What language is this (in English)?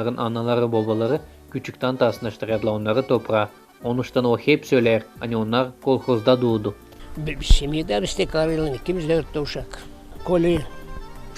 Gagauz